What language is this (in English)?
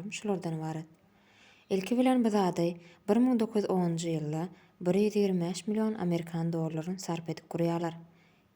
Turkmen